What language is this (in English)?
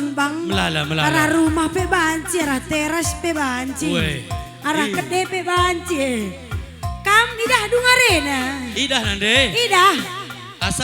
Batak Karo